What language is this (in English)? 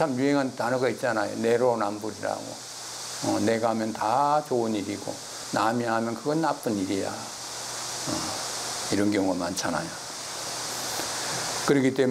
Korean